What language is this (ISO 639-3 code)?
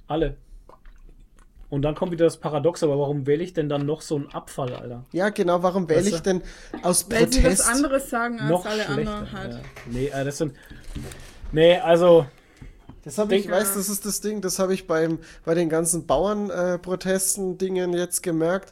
deu